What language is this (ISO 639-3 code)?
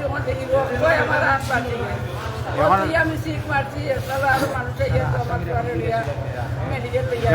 syl